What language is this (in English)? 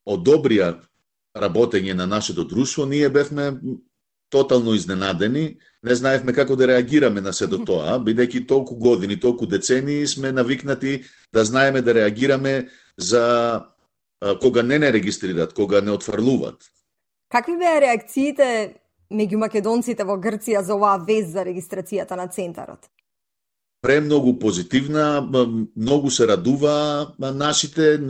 Macedonian